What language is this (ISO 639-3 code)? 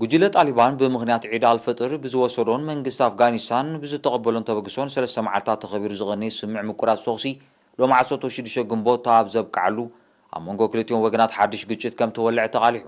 tir